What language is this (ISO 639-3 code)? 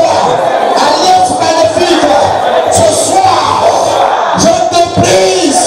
fra